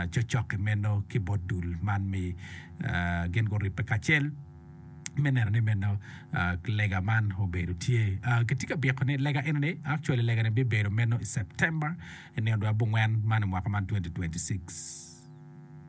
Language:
Acoli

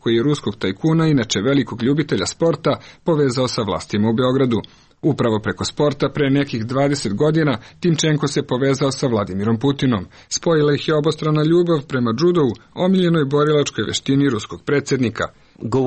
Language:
Serbian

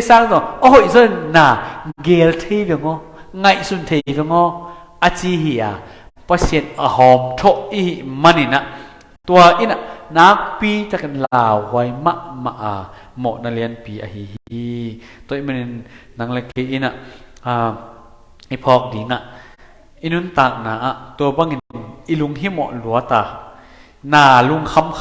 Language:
Tedim Chin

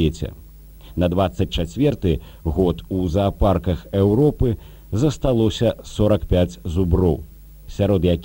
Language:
Belarusian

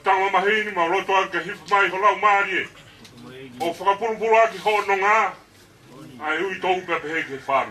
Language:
Tongan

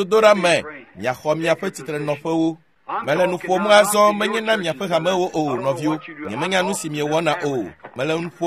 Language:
Ewe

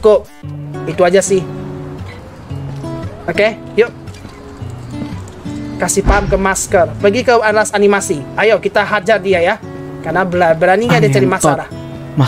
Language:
Indonesian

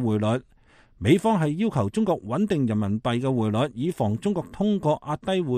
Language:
Cantonese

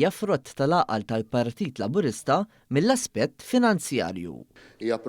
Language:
Maltese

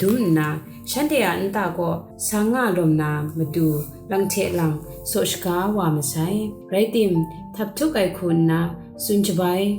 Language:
Kachin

